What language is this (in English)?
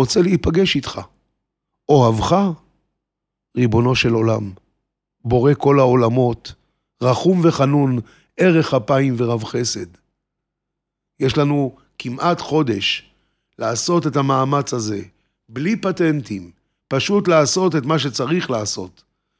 Hebrew